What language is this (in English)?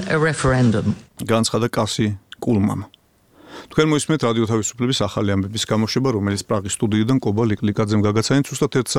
Georgian